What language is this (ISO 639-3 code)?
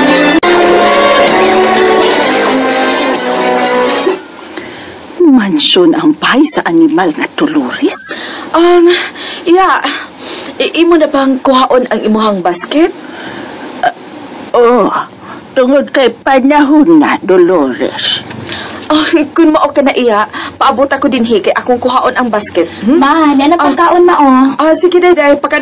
ceb